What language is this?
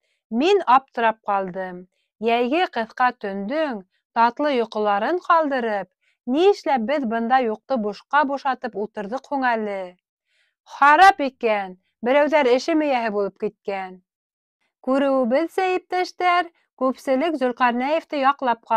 Bashkir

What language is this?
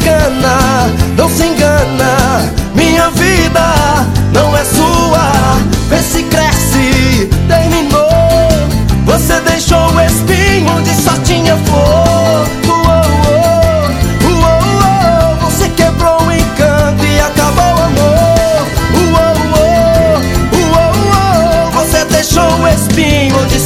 Portuguese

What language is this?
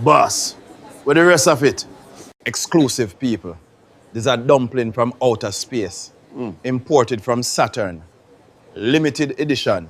Jamaican Creole English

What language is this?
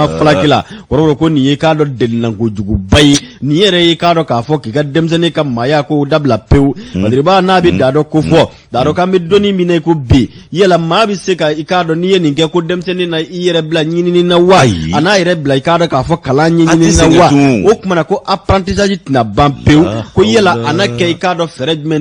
Bambara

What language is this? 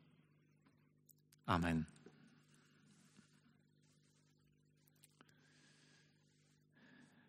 Slovak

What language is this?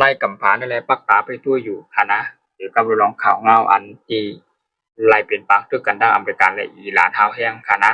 Shan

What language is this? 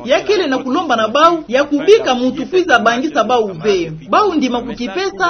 Kituba (Democratic Republic of Congo)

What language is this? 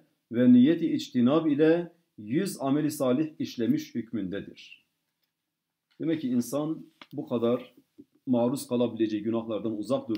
Turkish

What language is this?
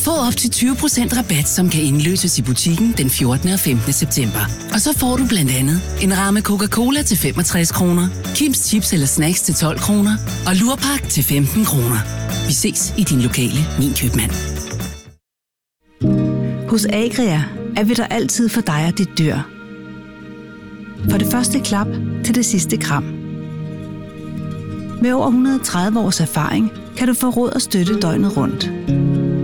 Danish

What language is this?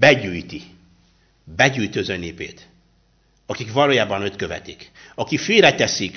Hungarian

